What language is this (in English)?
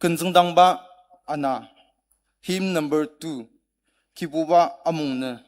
Ao Naga